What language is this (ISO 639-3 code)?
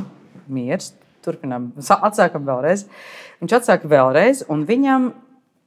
lav